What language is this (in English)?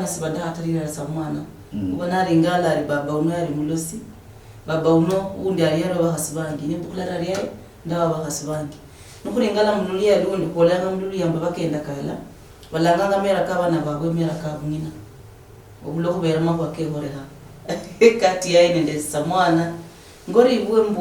Luyia